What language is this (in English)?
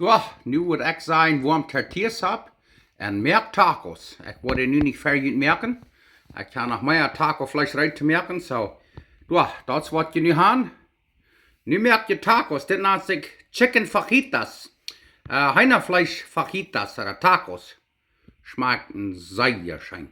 Plautdietsch